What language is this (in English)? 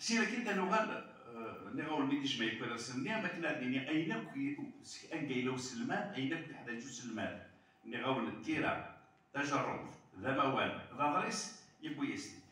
Kabyle